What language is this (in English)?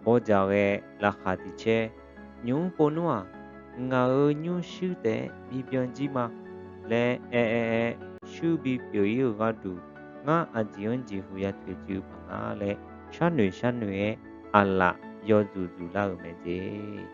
Akha